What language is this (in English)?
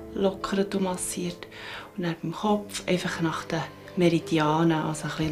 Swiss German